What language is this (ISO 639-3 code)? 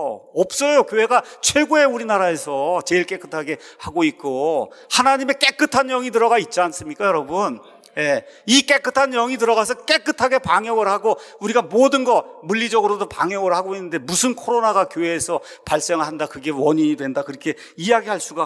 kor